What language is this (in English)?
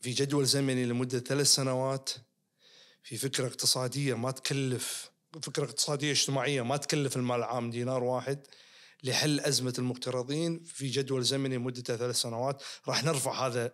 Najdi Arabic